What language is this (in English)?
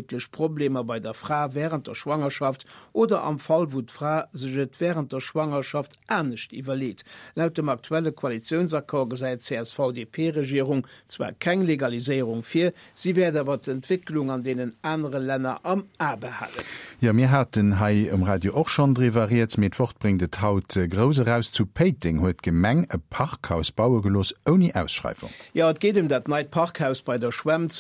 Luxembourgish